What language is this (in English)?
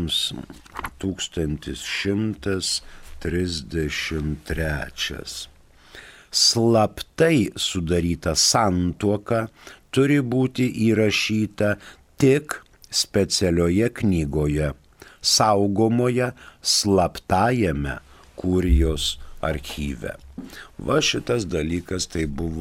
Lithuanian